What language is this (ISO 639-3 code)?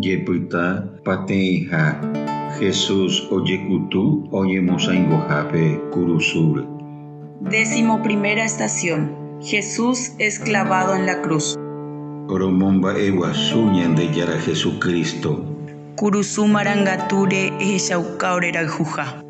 grn